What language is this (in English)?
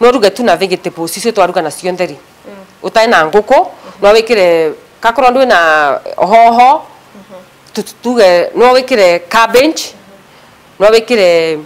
Meru